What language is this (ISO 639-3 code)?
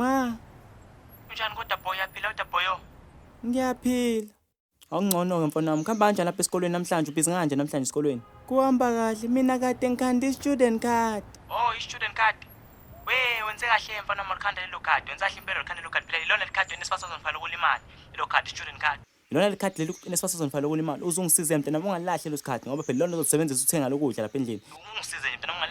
zul